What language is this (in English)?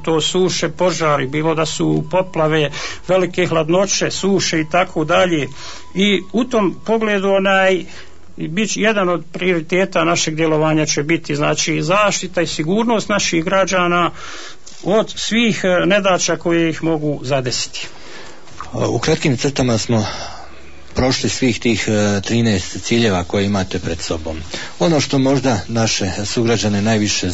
Bosnian